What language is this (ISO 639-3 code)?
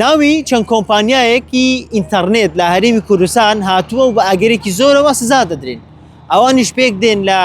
ckb